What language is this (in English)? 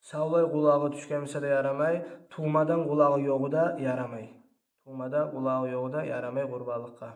Kumyk